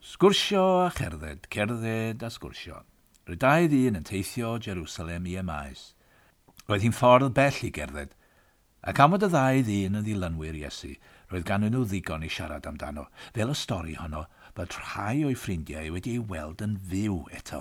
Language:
Welsh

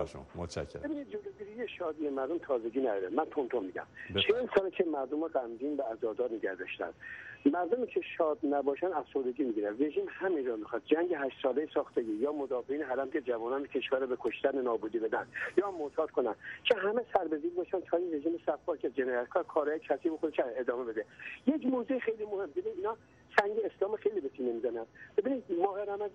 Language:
Persian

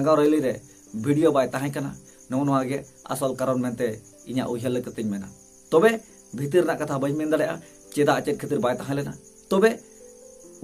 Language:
Santali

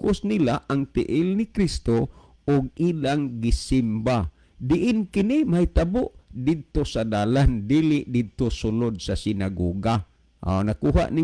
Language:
Cebuano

